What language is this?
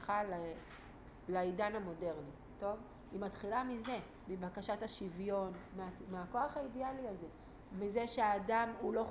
Hebrew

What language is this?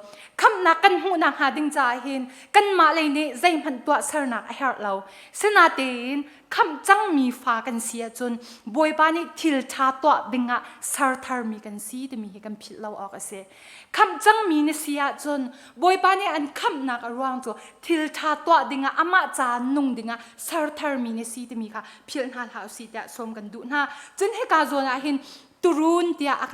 Hakha Chin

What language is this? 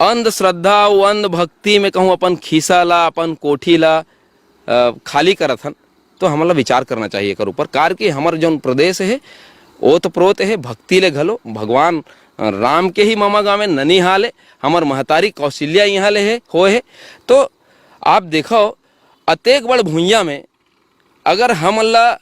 Chhattisgarhi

